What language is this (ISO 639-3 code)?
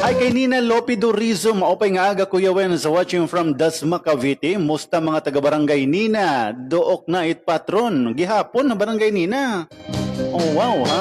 war